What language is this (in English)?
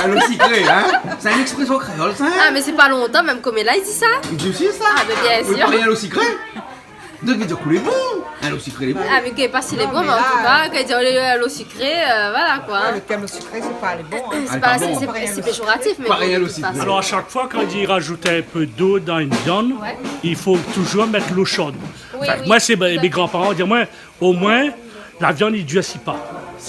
Réunion Creole French